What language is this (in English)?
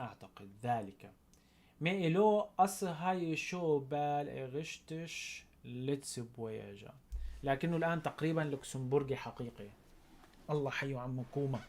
North Levantine Arabic